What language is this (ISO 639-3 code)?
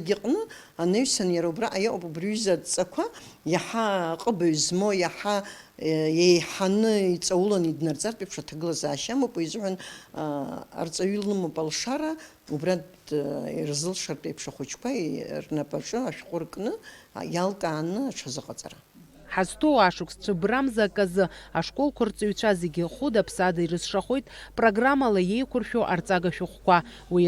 abk